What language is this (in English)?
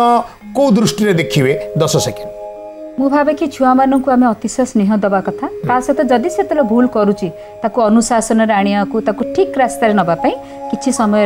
Odia